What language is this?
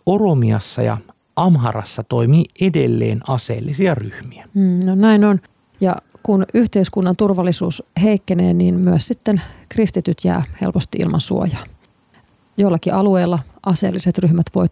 Finnish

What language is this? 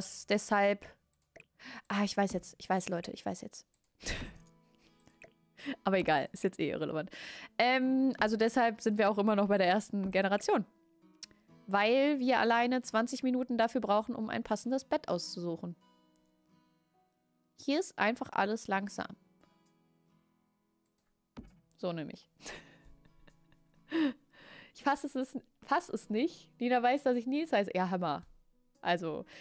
German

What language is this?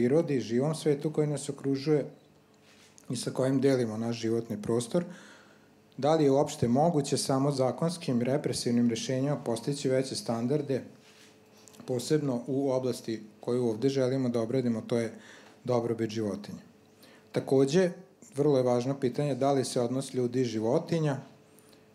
Serbian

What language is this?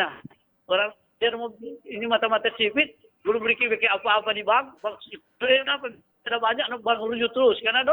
Manado Malay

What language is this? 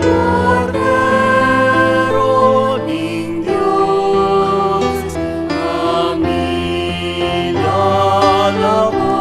Pampanga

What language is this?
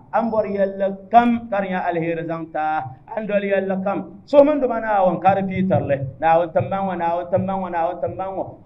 Dagbani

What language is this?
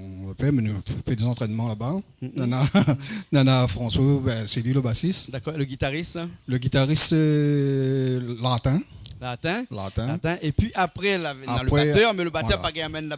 Réunion Creole French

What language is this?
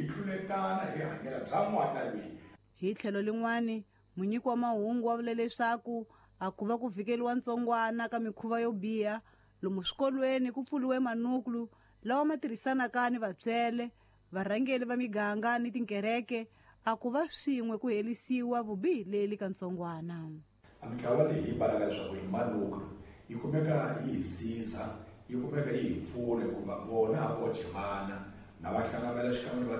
Tsonga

